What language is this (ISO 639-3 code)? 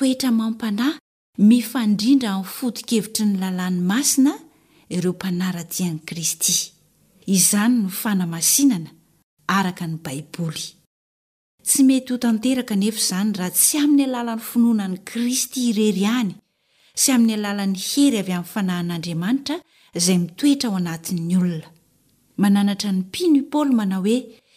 mlg